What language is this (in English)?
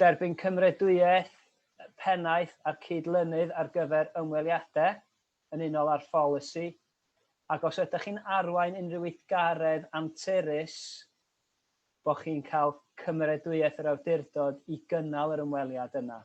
Welsh